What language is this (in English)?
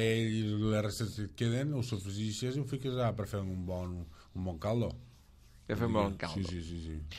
Catalan